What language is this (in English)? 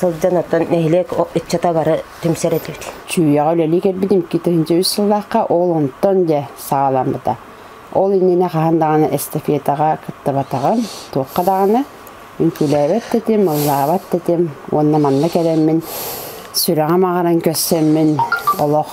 Yakut